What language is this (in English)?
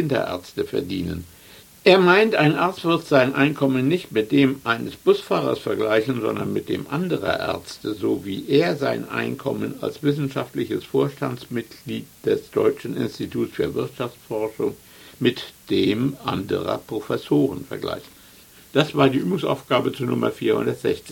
German